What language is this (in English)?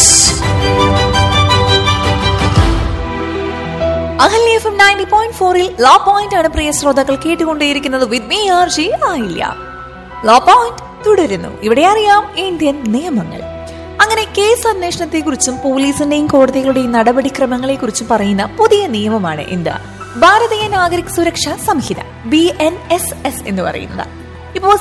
Malayalam